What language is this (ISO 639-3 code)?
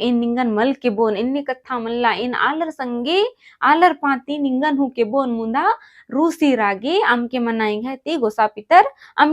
kru